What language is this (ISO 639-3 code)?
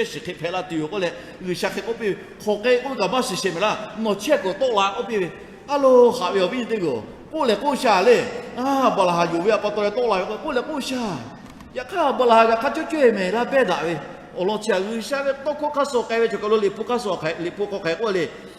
lhu